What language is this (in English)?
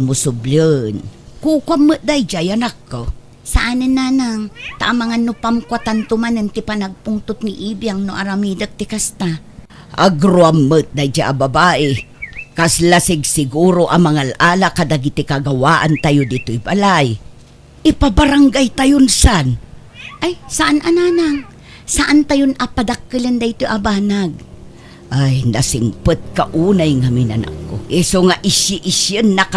Iloko